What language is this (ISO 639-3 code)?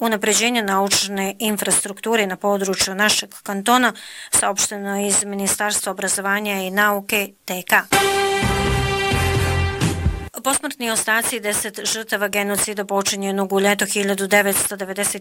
bos